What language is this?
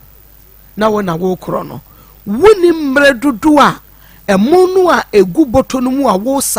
Akan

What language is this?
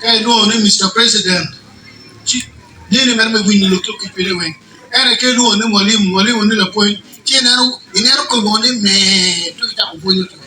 Acoli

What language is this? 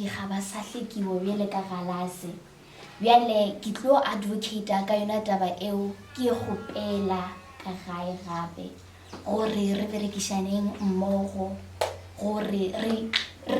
Northern Sotho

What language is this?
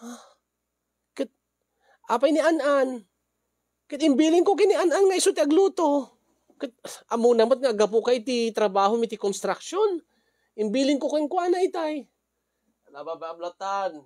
Iloko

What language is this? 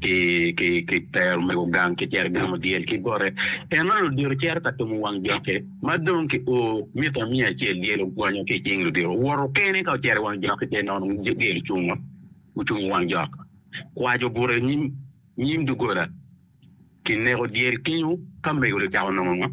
Acoli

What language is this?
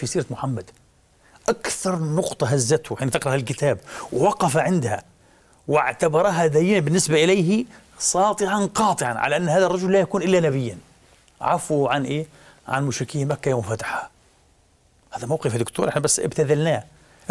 Arabic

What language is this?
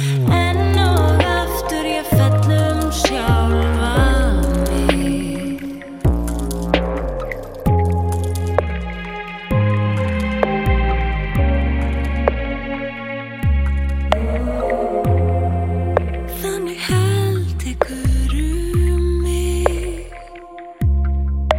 Icelandic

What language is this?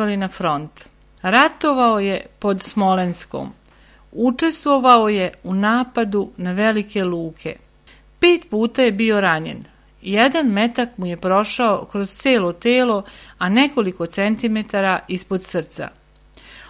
Serbian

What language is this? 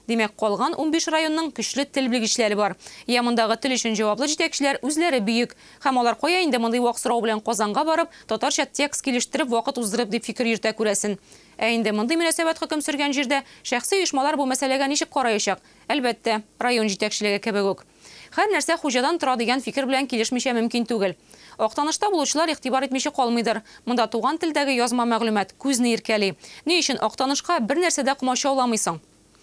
Tatar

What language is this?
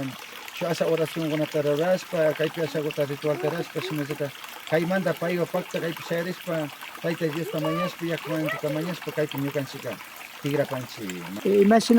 Imbabura Highland Quichua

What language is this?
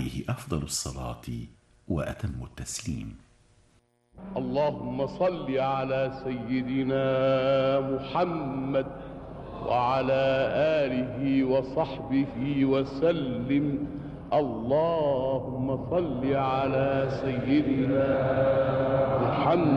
Arabic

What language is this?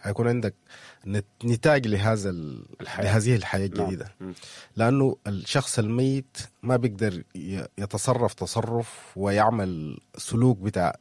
Sudanese Arabic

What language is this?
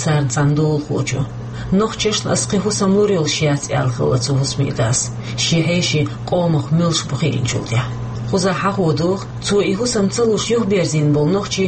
Chechen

